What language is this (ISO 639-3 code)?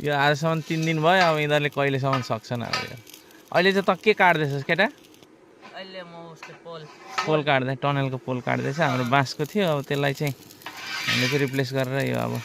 nep